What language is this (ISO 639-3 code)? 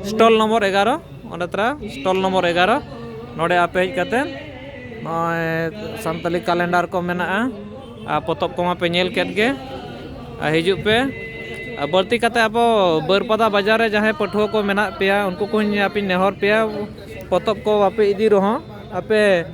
sat